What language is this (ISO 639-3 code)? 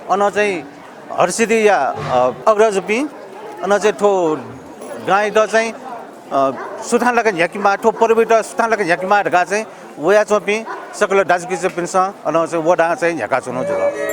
new